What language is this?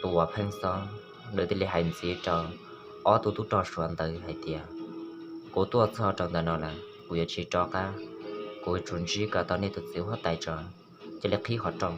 Hmong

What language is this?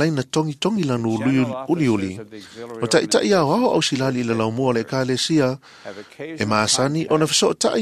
Samoan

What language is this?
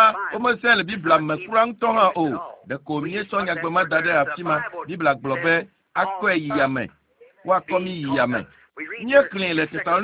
Ewe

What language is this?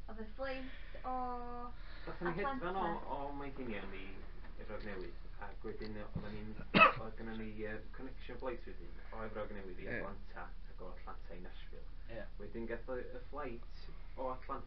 Welsh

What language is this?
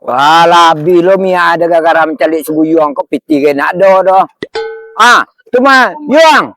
Minangkabau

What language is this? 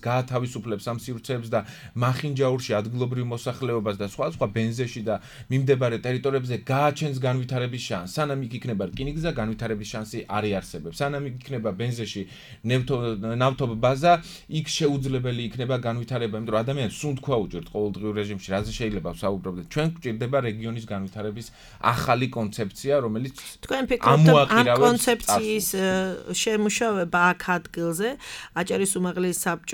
Georgian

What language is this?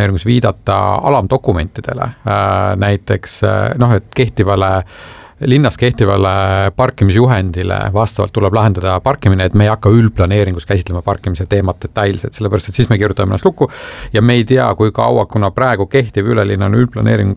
Estonian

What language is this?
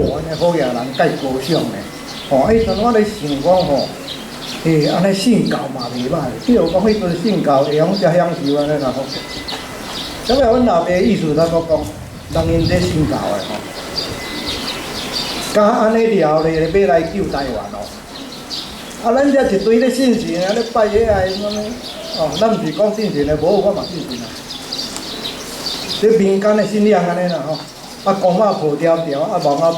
Min Nan Chinese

